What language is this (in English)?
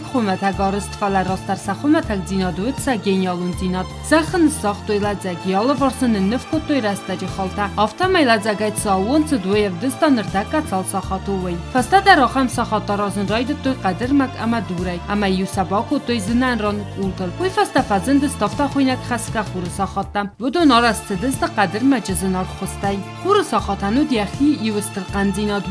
Ossetic